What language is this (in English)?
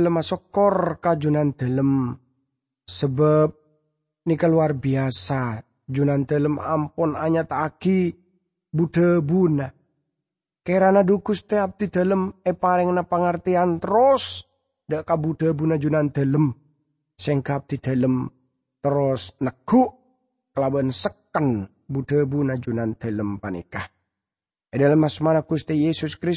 Madurese